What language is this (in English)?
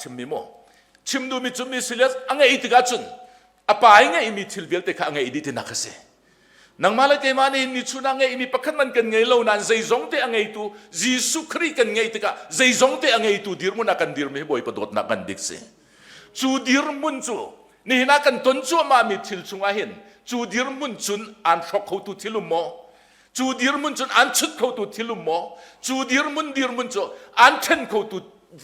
Hakha Chin